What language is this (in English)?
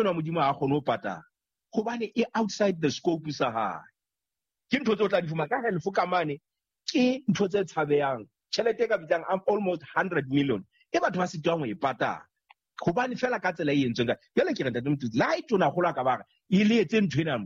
Southern Sotho